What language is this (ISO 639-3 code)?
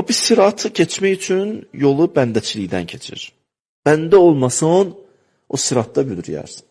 aze